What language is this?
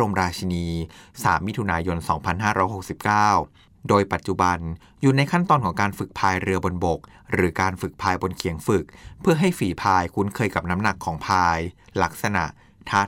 Thai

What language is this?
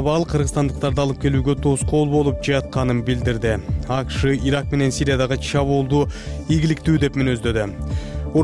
Kyrgyz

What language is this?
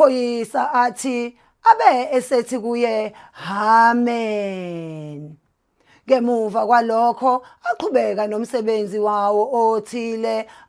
Zulu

